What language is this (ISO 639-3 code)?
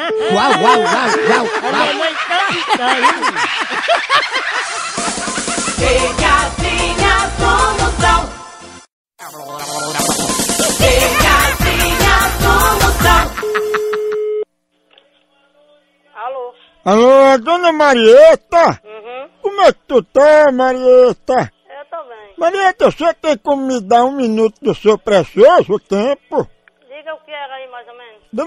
por